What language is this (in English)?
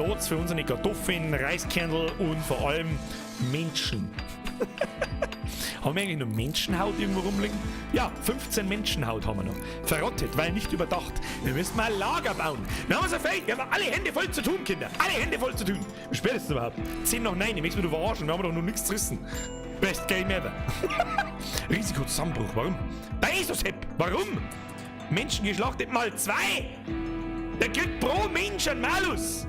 Bavarian